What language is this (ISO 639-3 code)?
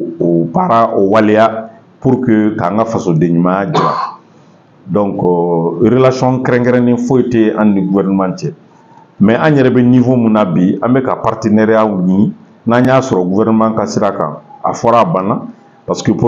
bam